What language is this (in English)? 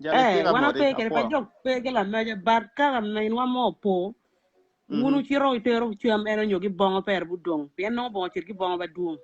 Acoli